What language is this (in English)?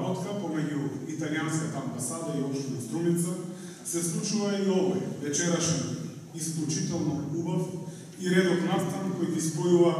Macedonian